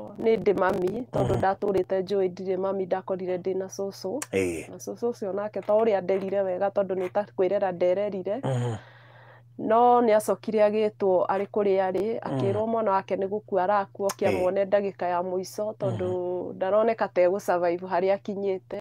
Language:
Kikuyu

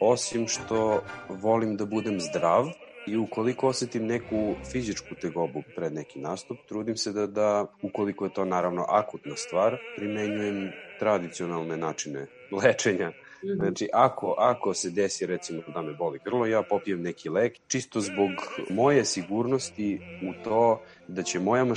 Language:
Serbian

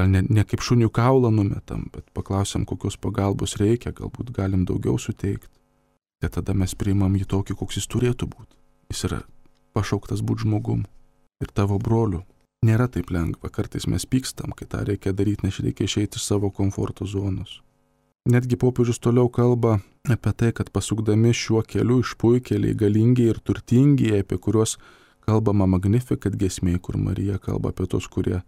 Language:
Lithuanian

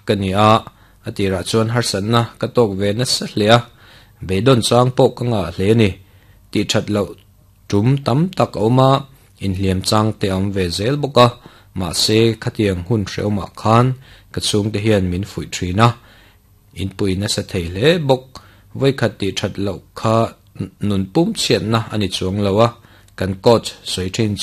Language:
Mizo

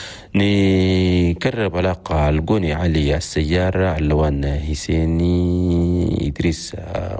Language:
Chadian Arabic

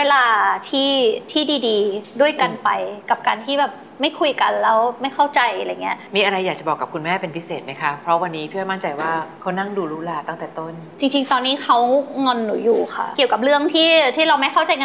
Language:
Thai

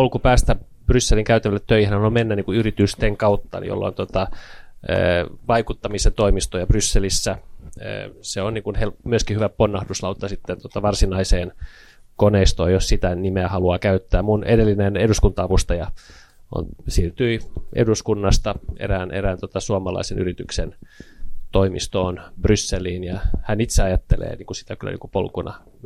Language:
Finnish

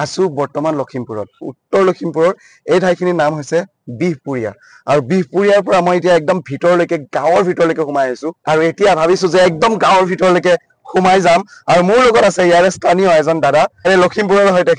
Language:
Assamese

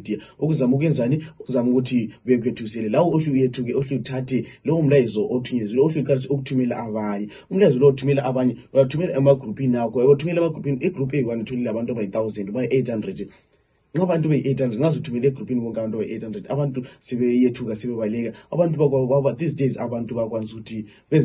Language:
North Ndebele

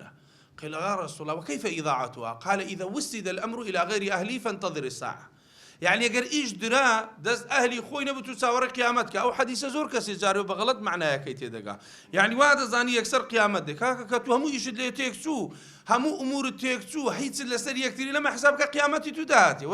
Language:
Central Kurdish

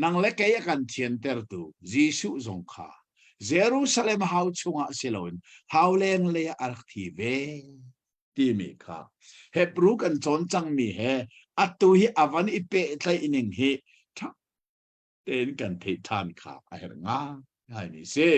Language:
Hakha Chin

